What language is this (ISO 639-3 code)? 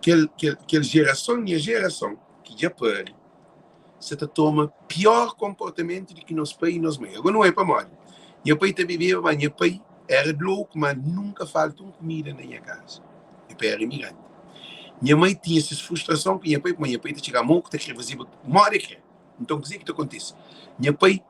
kea